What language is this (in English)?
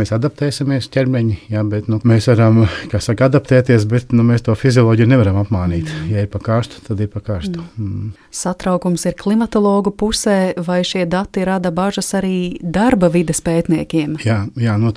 Latvian